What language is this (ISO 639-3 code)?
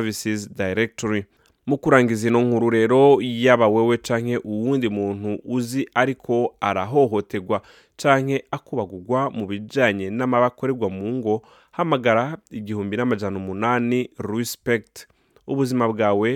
run